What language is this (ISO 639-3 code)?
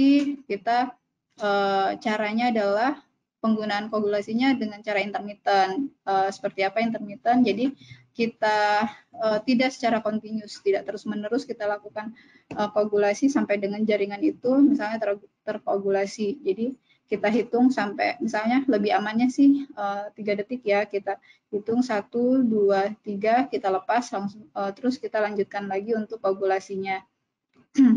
ind